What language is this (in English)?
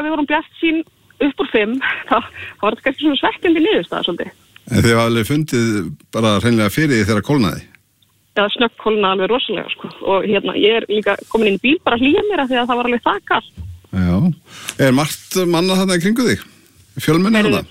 Icelandic